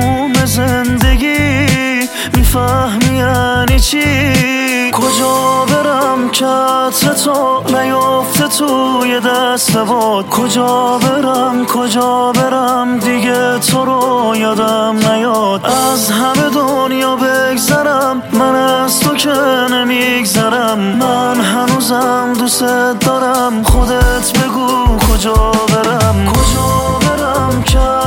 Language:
Persian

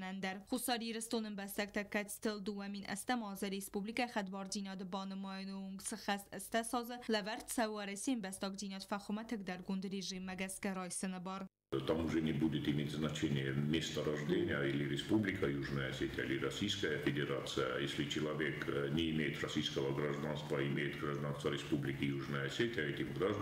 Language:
Ossetic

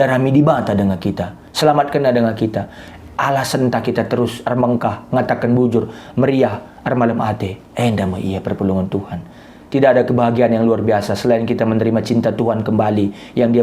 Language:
Batak Karo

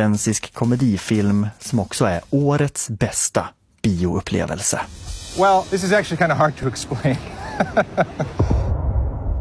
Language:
Swedish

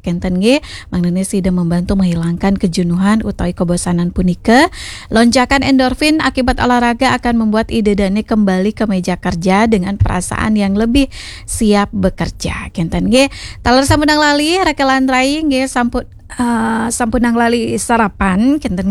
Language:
Balinese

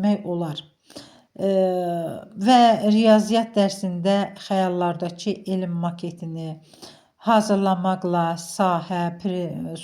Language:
Azerbaijani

